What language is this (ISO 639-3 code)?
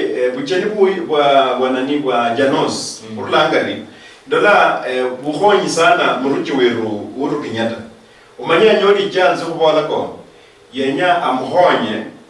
luy